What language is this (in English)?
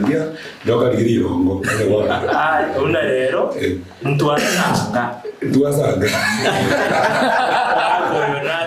Gusii